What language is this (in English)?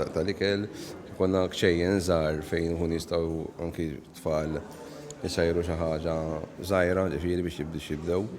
Maltese